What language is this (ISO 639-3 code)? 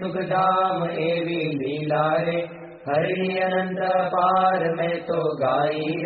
guj